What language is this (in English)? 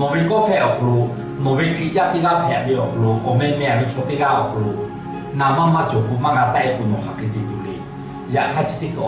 Lahu